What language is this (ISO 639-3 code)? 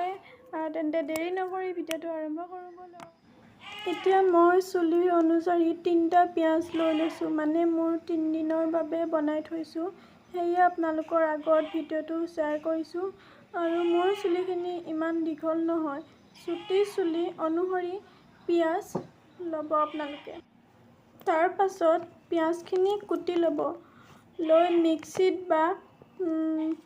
asm